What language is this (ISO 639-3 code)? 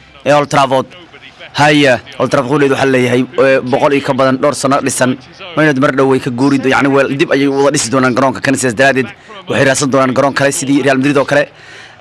som